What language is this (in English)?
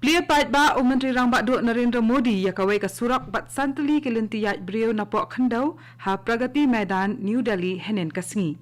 Khasi